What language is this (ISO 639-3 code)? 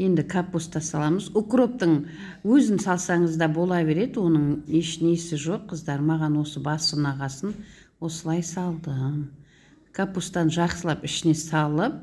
kaz